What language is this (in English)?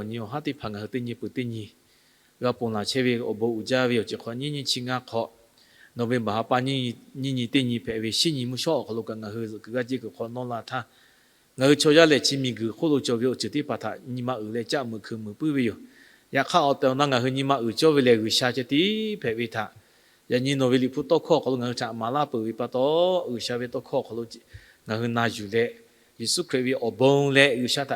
Lahu